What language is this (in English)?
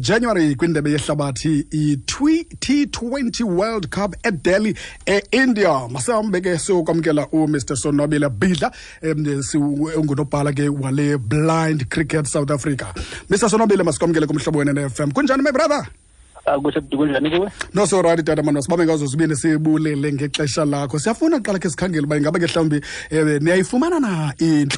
Xhosa